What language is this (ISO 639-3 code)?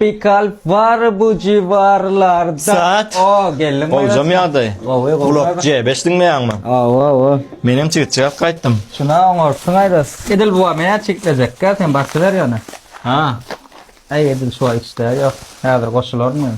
tuk